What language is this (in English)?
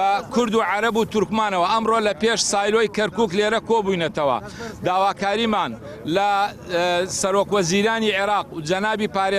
Central Kurdish